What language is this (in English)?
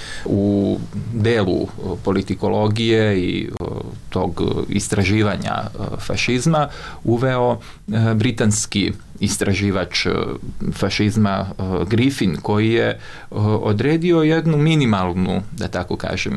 Serbian